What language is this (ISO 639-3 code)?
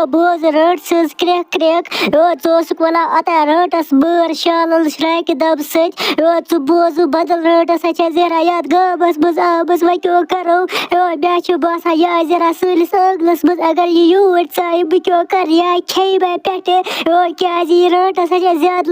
kas